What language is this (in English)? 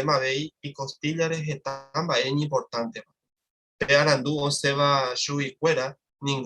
Guarani